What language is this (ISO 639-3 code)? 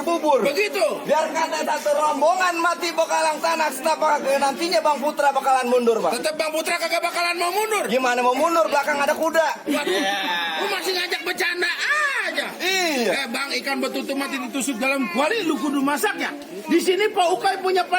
bew